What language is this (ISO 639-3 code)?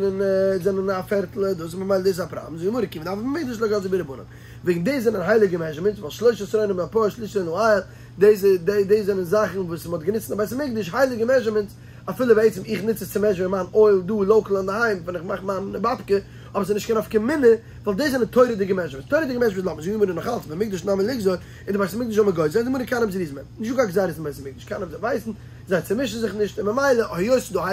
yid